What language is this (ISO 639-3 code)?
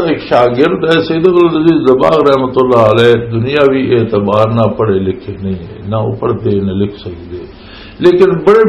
lah